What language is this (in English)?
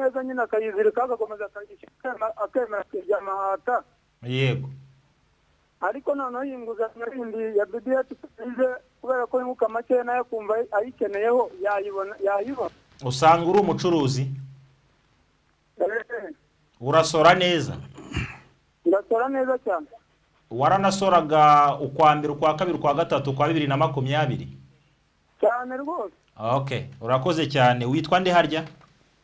Kinyarwanda